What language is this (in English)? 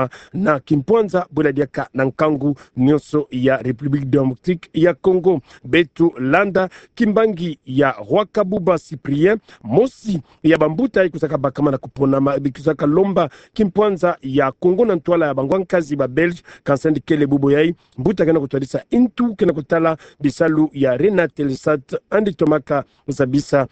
Kituba (Democratic Republic of Congo)